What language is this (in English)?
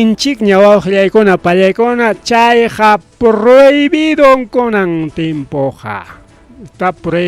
Ayacucho Quechua